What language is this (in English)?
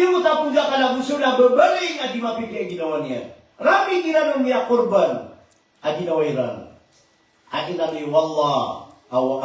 Maranao